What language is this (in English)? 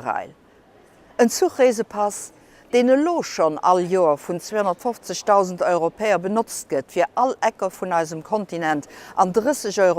Luxembourgish